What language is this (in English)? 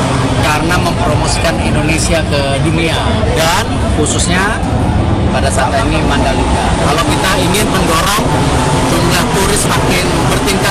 Indonesian